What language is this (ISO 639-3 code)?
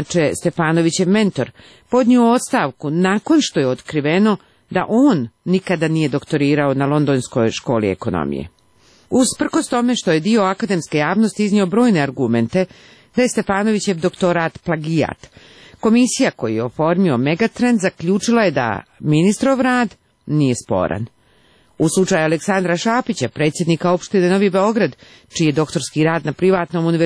srp